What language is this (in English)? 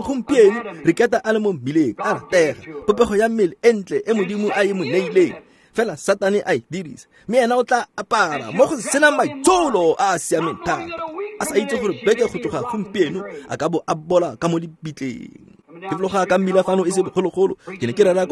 Tswana